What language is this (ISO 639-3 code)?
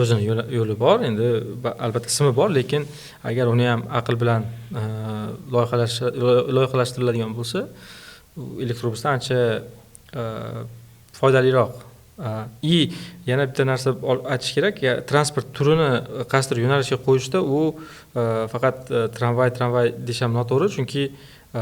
uzb